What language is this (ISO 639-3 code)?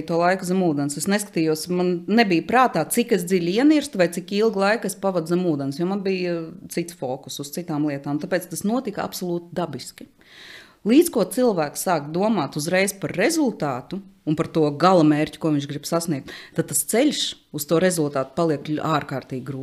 lav